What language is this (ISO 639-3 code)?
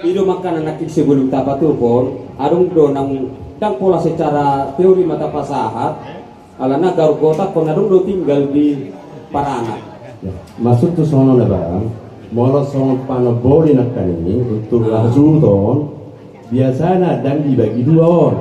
bbc